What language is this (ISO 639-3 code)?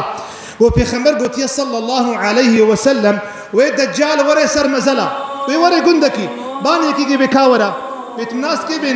kur